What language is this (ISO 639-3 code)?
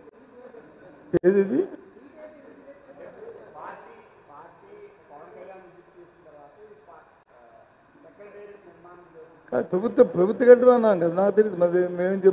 tel